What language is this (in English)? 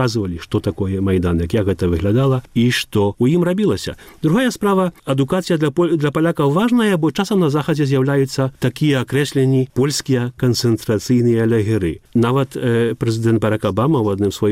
Belarusian